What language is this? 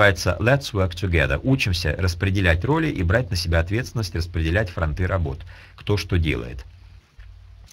Russian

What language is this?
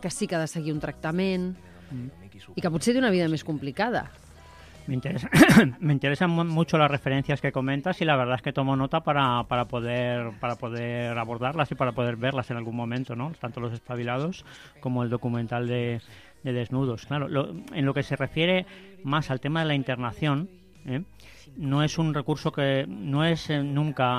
Catalan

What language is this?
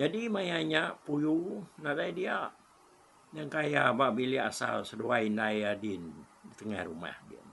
Iban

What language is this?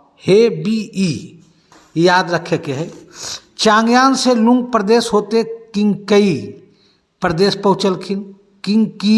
Magahi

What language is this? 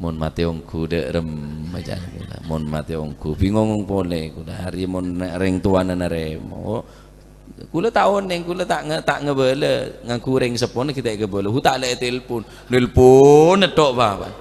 Madurese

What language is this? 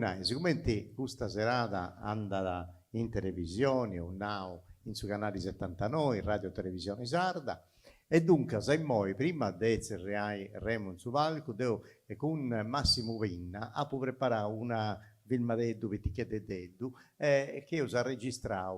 Sardinian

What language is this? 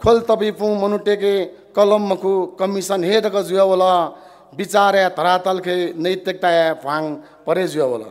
Newari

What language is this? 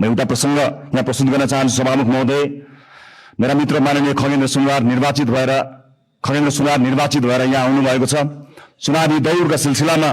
Nepali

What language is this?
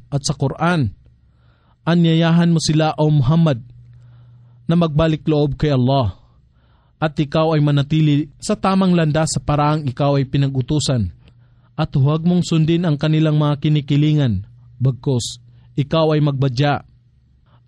Filipino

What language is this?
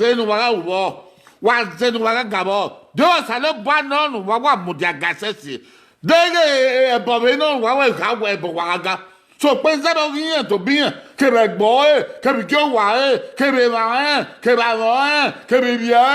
Bini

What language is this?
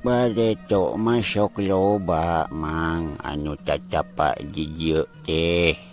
Sundanese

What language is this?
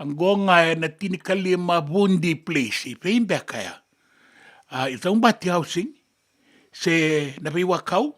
Fijian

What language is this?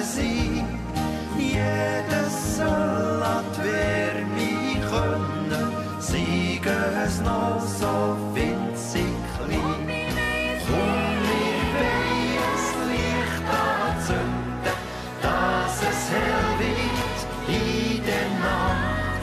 Swiss German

